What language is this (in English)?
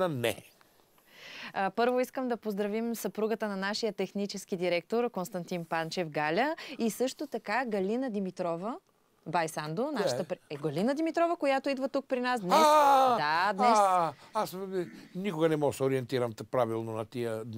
Bulgarian